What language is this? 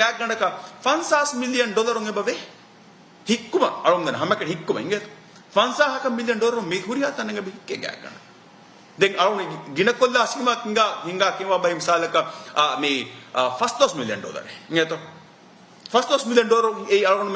Divehi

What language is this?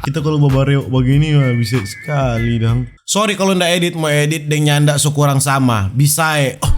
Manado Malay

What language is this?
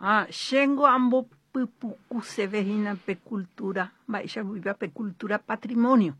Guarani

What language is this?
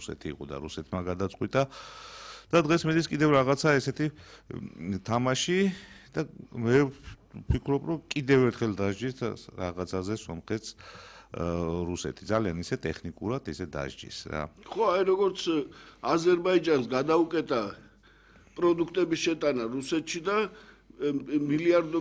Georgian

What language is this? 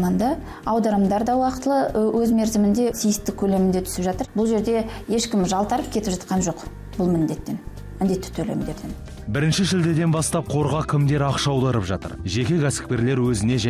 Kazakh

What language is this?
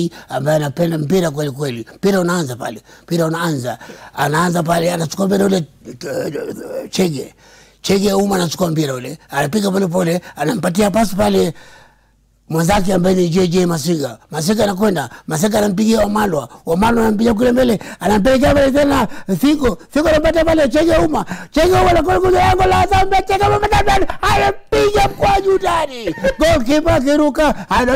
Swahili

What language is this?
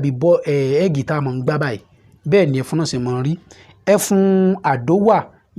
Yoruba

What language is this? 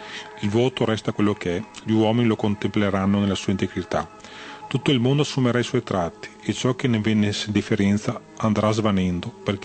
Italian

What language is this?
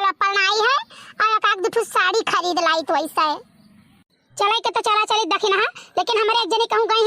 Awadhi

